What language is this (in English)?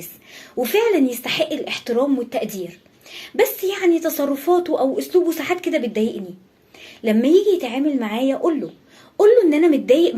Egyptian Arabic